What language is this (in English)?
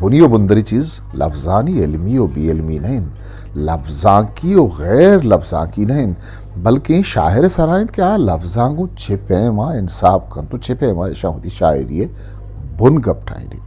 Eastern Balochi